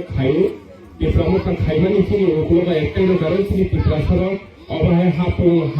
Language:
Kok Borok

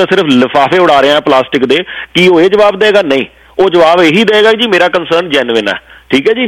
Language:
Punjabi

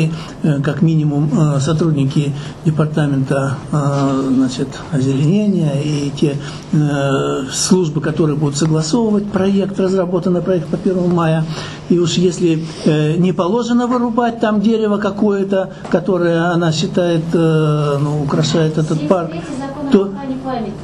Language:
Russian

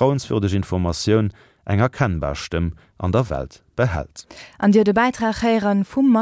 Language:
Luxembourgish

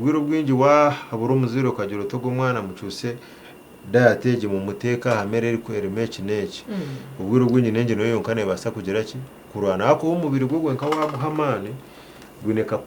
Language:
Nyankole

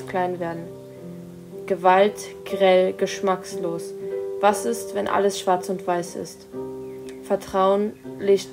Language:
German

